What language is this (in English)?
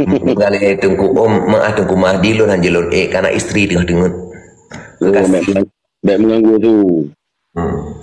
Achinese